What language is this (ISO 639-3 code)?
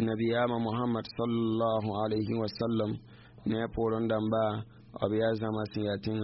mos